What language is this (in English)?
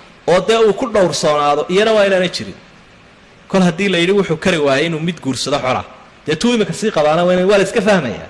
Somali